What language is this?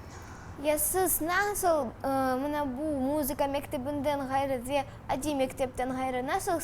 Crimean Tatar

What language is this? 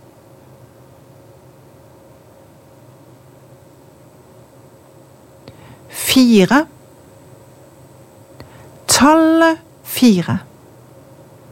Norwegian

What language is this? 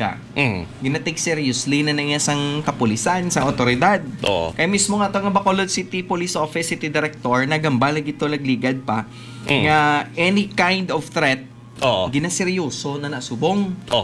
Hiligaynon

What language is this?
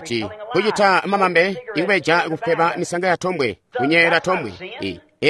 Tonga (Zambia)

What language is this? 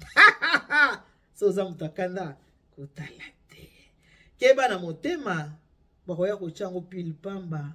Lingala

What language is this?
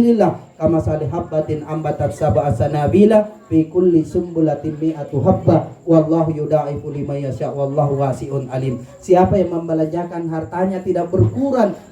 Makasar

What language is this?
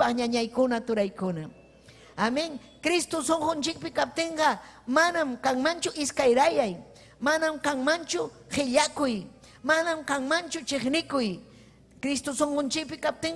Ayacucho Quechua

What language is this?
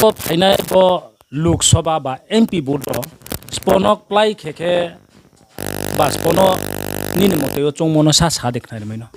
Riang (India)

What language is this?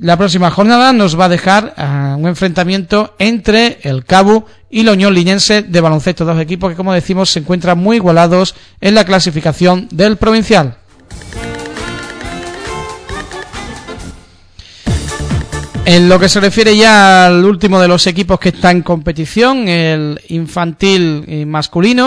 Spanish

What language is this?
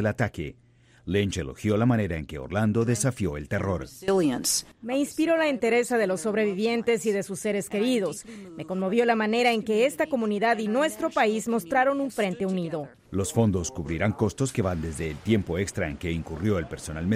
Spanish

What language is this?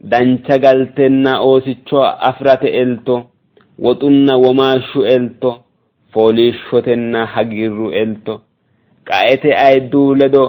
Sidamo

